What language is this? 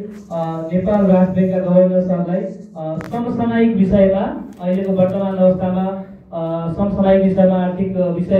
Nepali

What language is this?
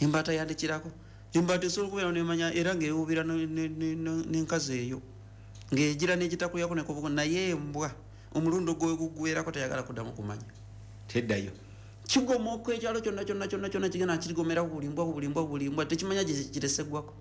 Ganda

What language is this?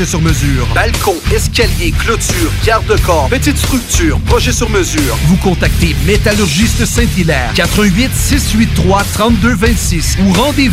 French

